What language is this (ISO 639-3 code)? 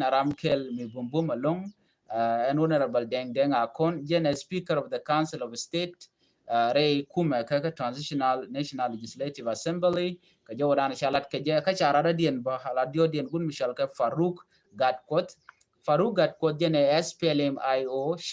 nus